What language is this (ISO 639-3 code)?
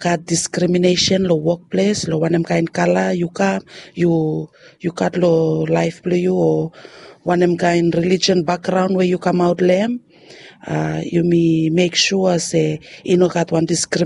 bis